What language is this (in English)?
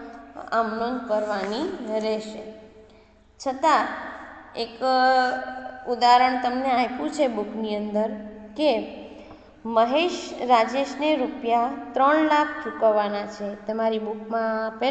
Gujarati